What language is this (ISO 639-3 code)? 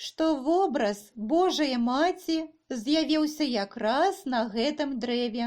bel